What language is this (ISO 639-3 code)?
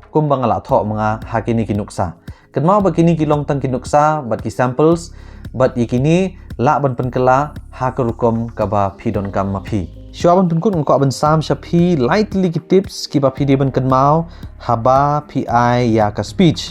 kha